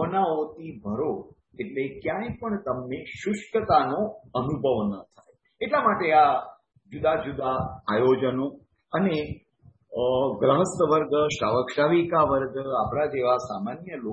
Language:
Gujarati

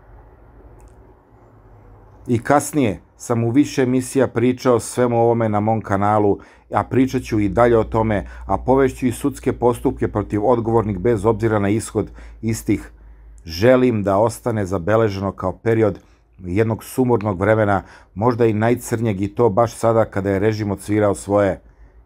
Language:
Serbian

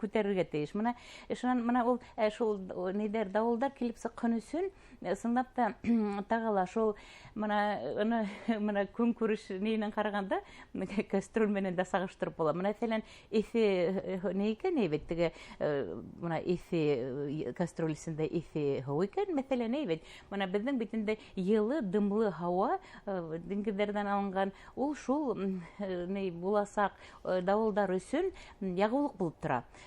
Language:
Bashkir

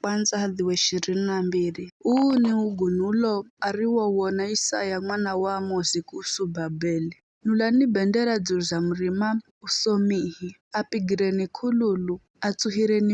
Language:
Giryama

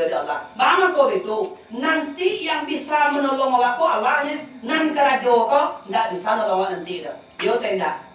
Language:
Minangkabau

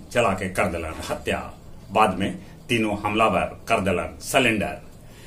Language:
Magahi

